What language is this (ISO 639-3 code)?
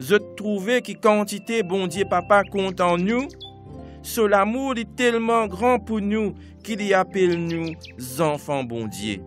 mfe